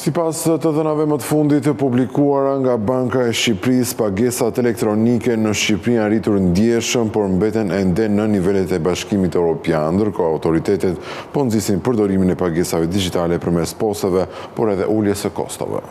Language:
Albanian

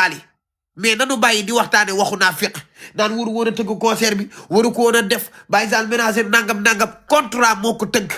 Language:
Wolof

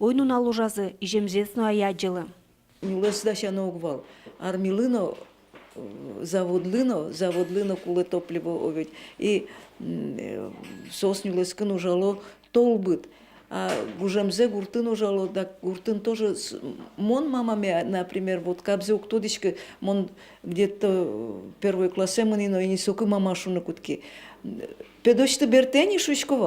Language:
Udmurt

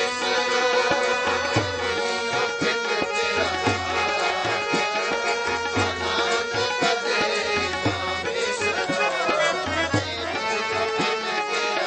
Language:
Punjabi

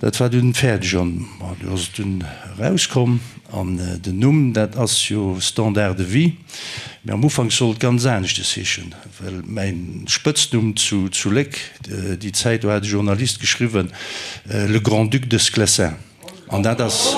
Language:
Luxembourgish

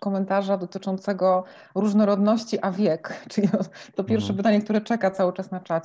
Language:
Polish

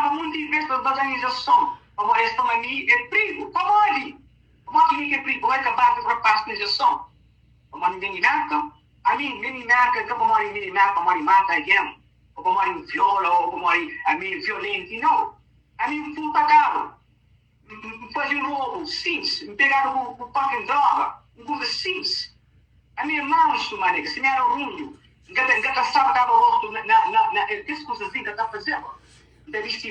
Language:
Kabuverdianu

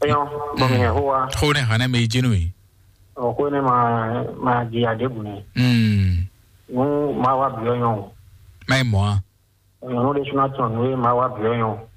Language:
Fon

